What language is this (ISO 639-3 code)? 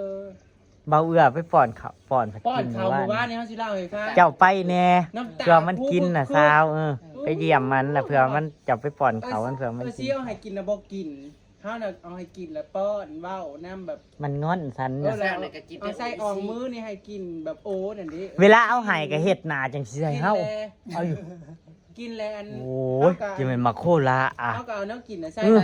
tts